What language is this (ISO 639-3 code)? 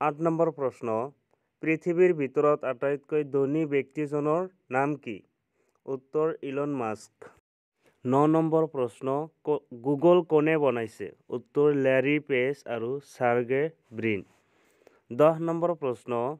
asm